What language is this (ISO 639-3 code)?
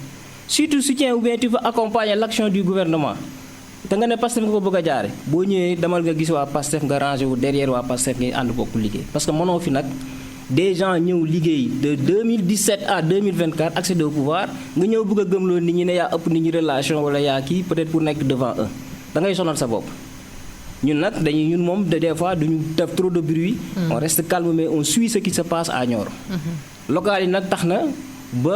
wol